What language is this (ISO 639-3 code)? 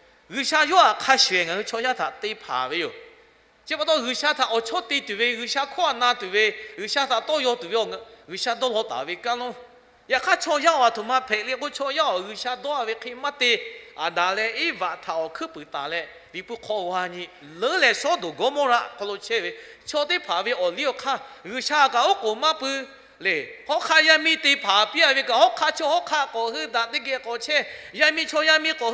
lhu